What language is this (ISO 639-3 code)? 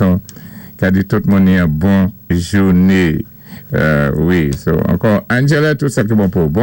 acf